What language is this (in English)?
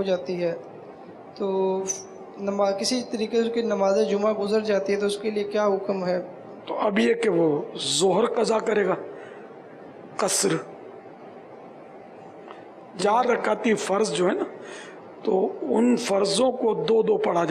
Urdu